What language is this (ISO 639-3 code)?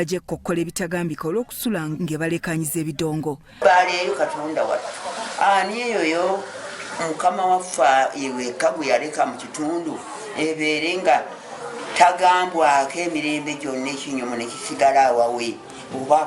lug